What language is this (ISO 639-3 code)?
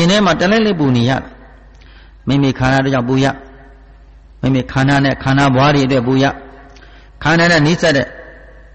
mya